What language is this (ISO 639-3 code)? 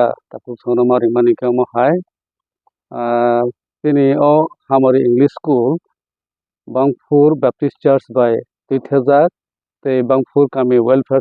trp